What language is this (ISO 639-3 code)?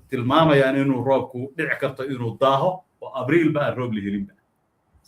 som